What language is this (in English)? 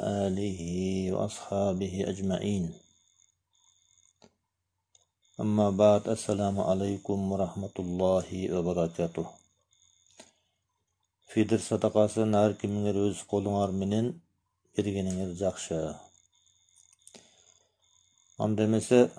Kyrgyz